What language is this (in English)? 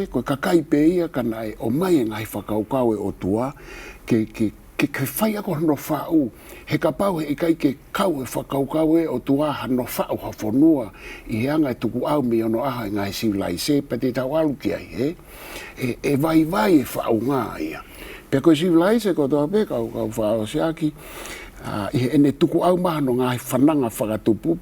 Tongan